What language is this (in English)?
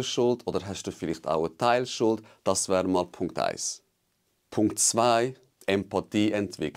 Swiss German